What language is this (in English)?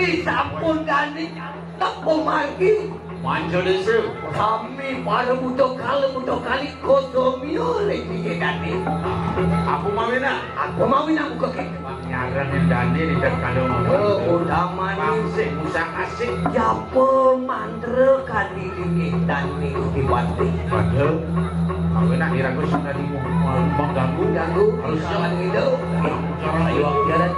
Balinese